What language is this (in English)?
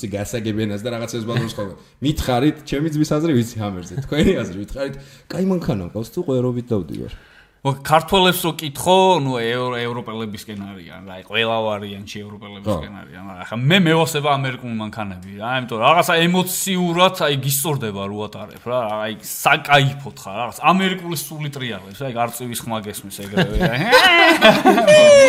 Georgian